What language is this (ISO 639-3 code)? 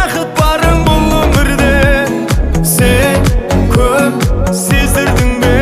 kaa